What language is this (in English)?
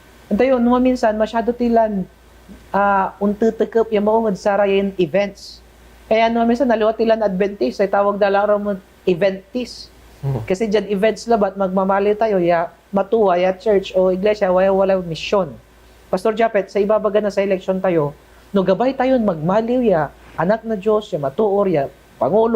Pangasinan